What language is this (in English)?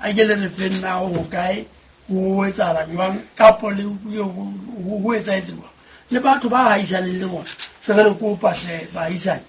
Southern Sotho